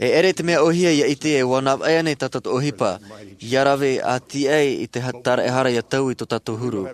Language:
Tahitian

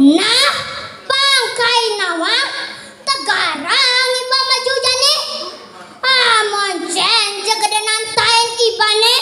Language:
Balinese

